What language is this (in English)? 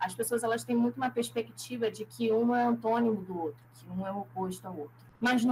Portuguese